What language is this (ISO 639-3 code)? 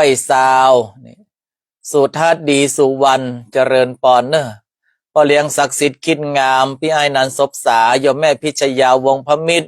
nod